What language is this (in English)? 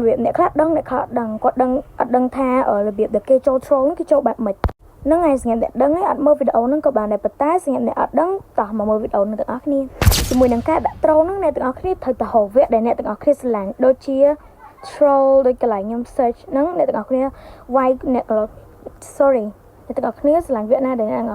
Khmer